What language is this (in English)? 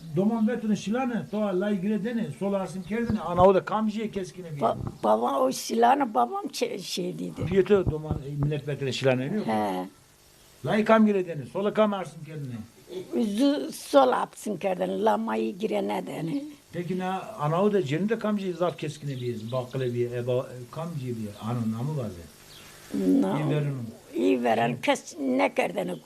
Zaza